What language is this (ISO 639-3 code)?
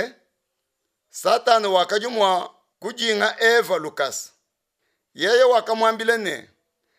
lua